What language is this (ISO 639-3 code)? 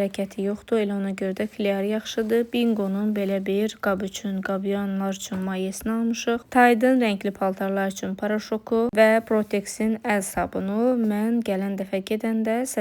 aze